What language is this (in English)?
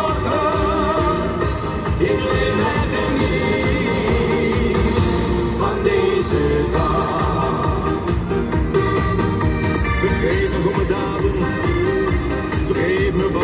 Dutch